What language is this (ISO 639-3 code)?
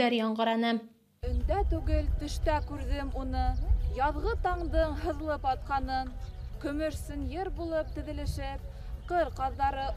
bak